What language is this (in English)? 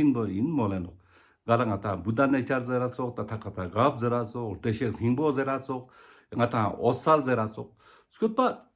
Ladakhi